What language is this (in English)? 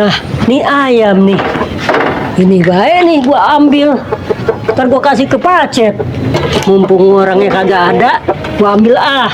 Betawi